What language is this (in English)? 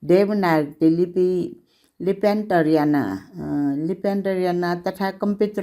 Newari